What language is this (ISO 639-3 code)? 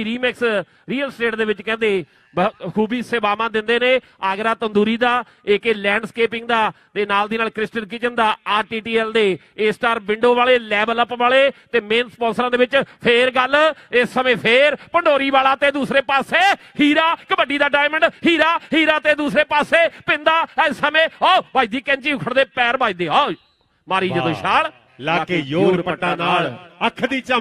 pan